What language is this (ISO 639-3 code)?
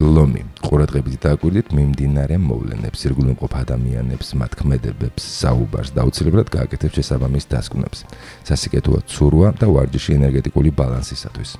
kat